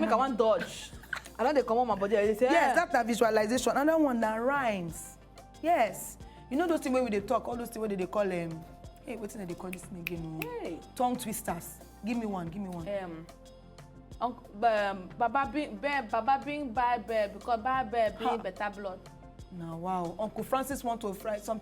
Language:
Nigerian Pidgin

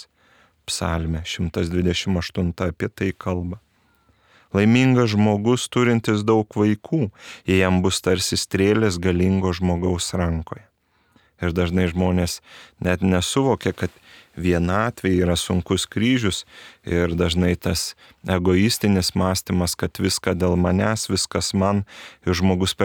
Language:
Lithuanian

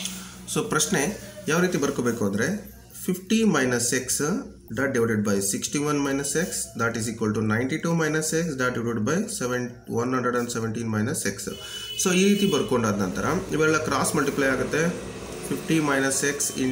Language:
Kannada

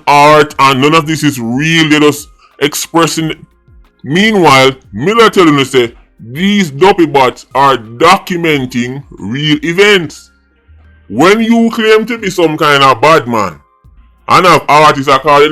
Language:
Jamaican Creole English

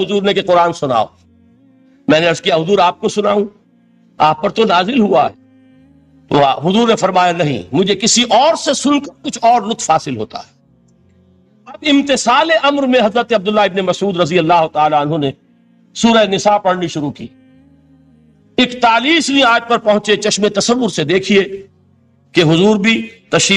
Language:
Urdu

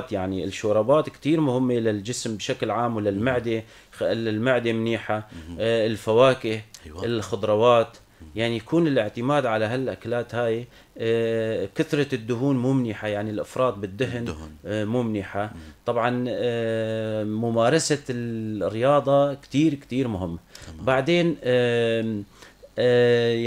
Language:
North Levantine Arabic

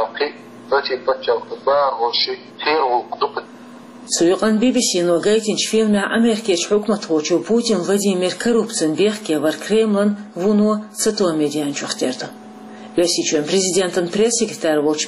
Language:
Chechen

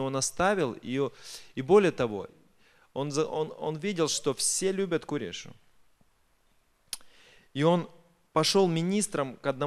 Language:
Russian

